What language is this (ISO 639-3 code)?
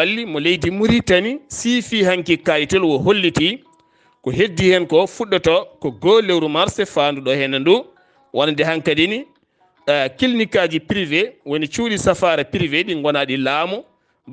ful